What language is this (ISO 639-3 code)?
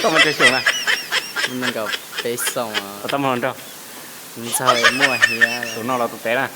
hmn